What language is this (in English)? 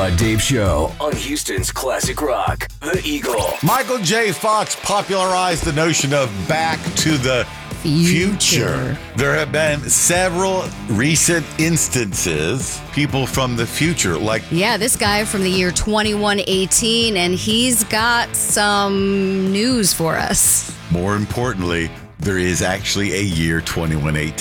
English